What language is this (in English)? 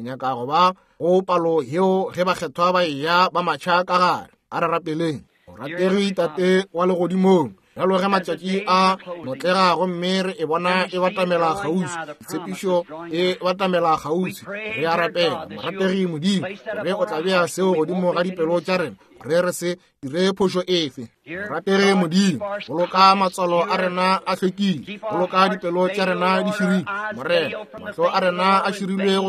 Northern Sotho